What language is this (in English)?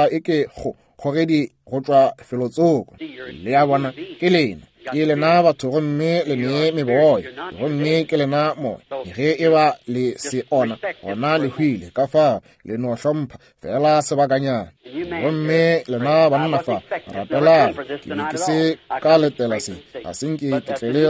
Northern Sotho